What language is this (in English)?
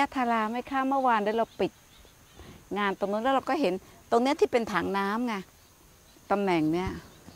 Thai